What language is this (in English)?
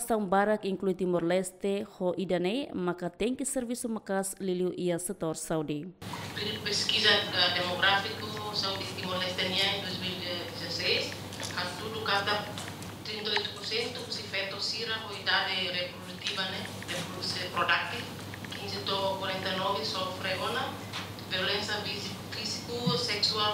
Tetum